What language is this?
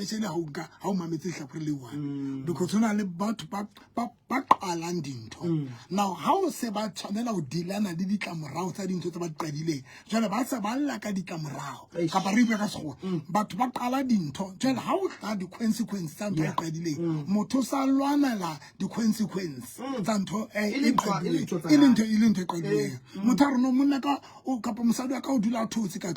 Southern Sotho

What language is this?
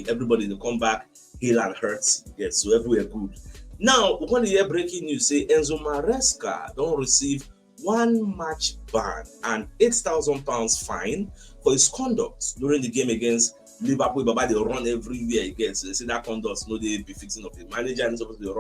Nigerian Pidgin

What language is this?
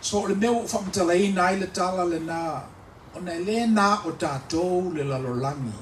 Samoan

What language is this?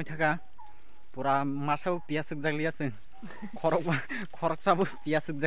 Kok Borok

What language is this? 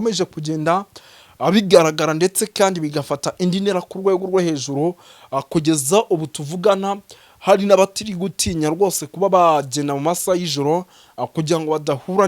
Kinyarwanda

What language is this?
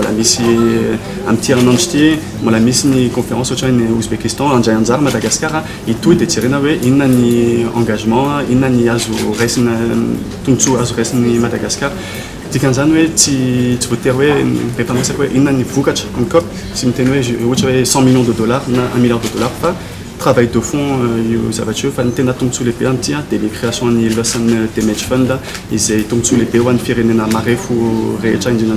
Malagasy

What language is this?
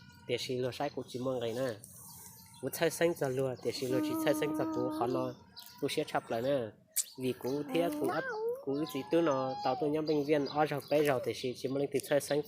Hmong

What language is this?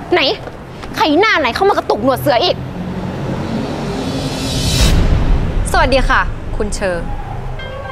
Thai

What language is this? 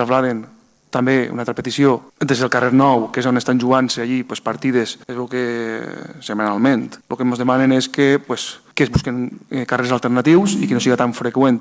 Catalan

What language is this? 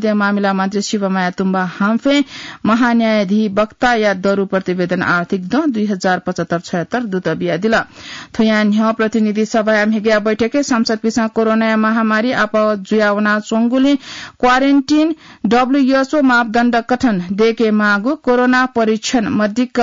Newari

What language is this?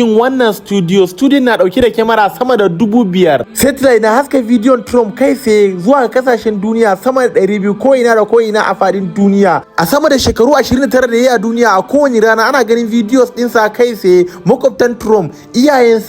Hausa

